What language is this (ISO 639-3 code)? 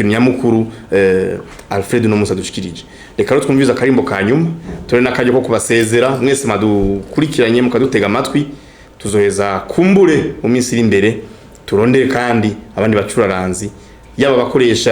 run